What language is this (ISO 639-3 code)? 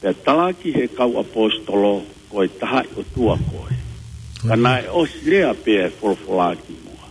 ton